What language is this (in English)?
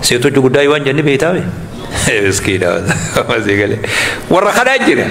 Oromo